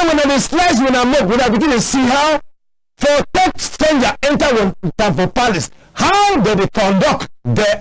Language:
Cameroon Pidgin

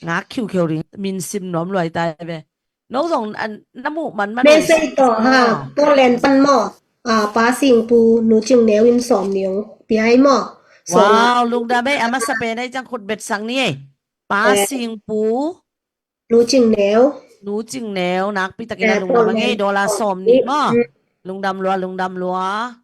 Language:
Tedim Chin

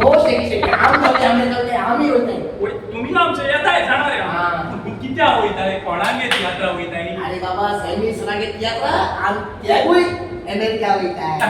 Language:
Konkani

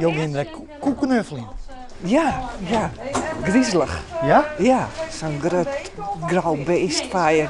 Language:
Western Frisian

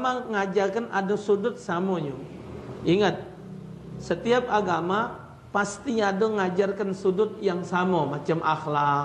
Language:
Musi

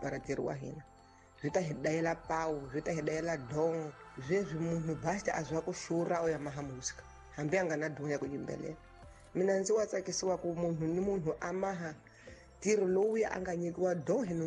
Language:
Tsonga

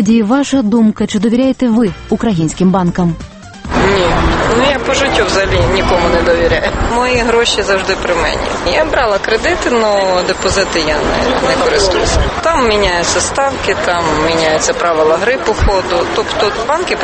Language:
Ukrainian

